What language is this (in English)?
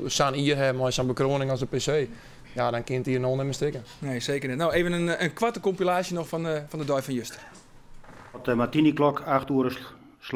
Western Frisian